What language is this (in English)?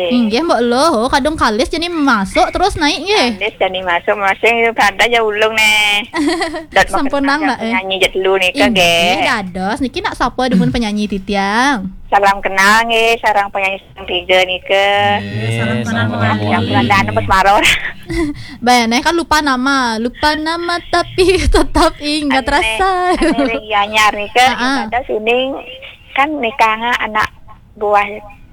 Balinese